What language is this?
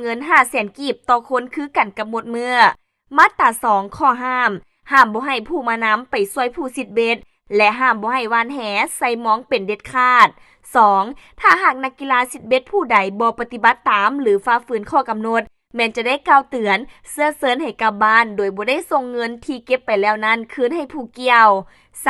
Lao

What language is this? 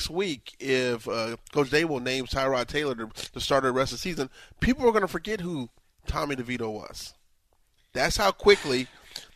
English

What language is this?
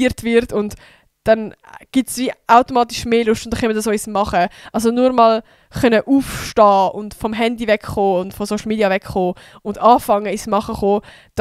Swiss German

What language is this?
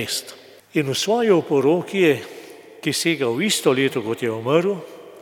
Slovenian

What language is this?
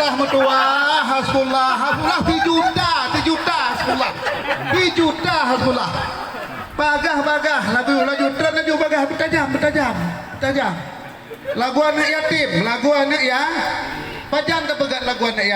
Achinese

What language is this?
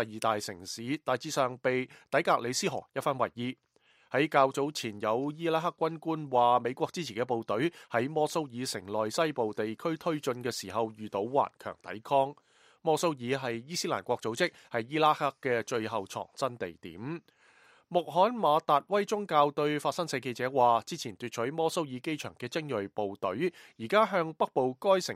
Cantonese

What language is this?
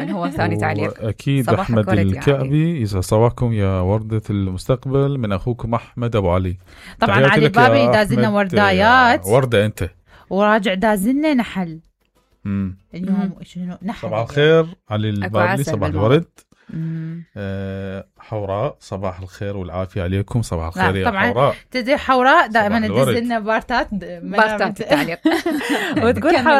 Mesopotamian Arabic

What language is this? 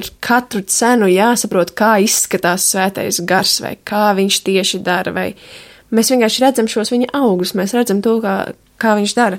Latvian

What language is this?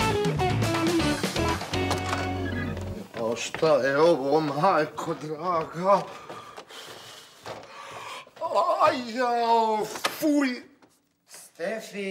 Bosnian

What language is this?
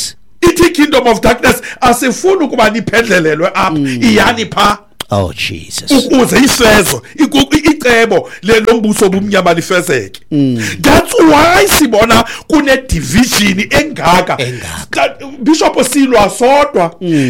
Xhosa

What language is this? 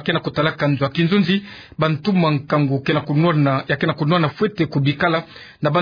Kituba (Democratic Republic of Congo)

